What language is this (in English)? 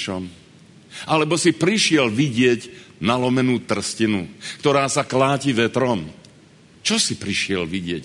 Slovak